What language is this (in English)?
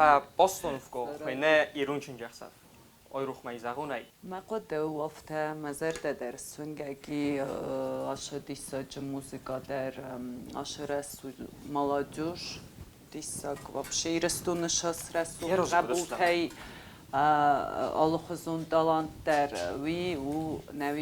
Ossetic